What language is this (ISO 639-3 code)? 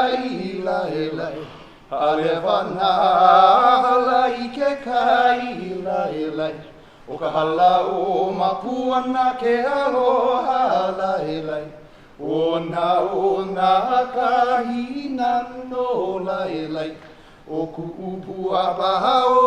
haw